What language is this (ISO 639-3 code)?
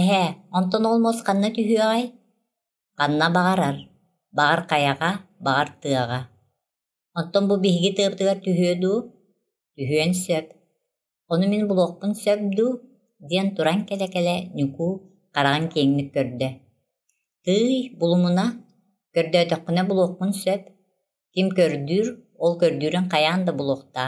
sah